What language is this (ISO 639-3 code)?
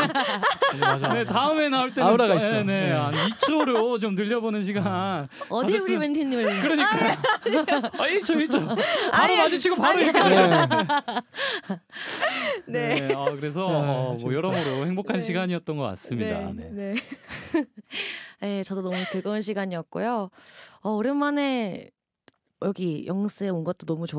kor